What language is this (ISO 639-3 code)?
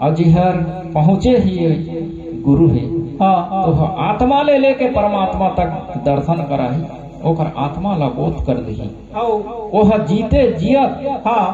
hne